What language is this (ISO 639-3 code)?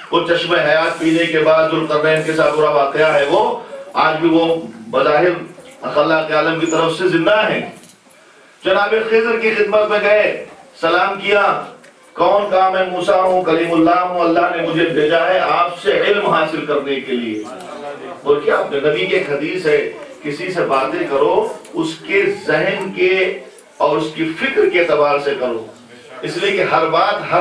urd